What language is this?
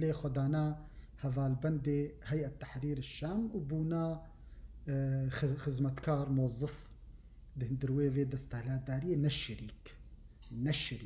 Kurdish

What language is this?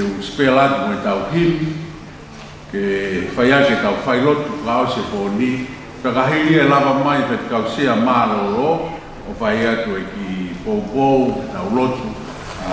Tongan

